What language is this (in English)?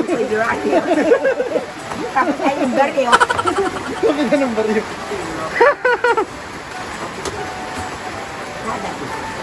Filipino